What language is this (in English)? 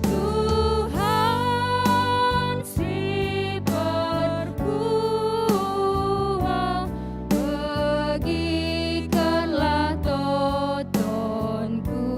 Batak Karo